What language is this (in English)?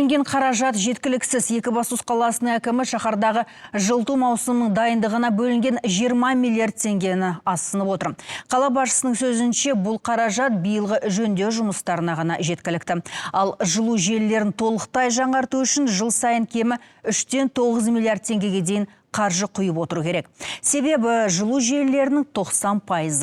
Kazakh